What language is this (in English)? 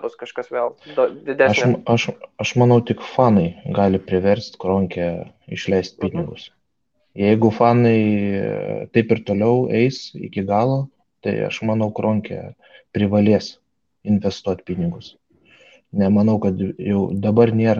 Lithuanian